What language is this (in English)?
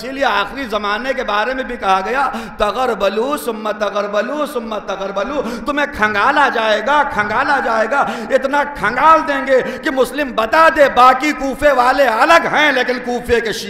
Urdu